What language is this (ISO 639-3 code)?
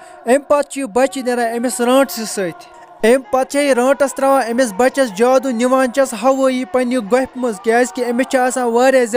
kas